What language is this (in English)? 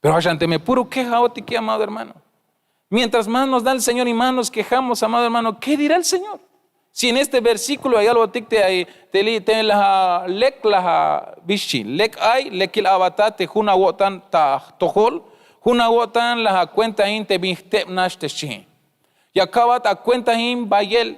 Tzeltal